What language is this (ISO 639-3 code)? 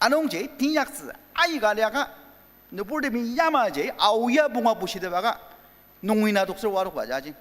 njo